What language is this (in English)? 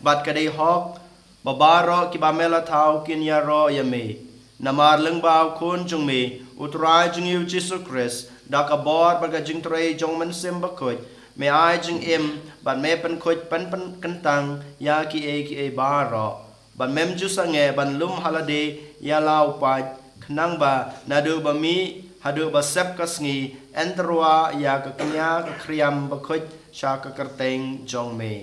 Khasi